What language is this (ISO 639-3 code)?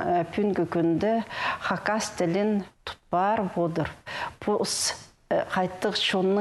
kjh